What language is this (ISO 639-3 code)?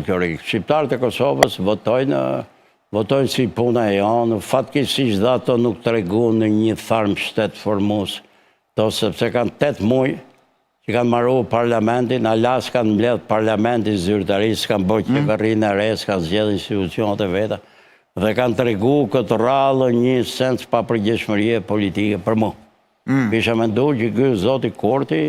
sqi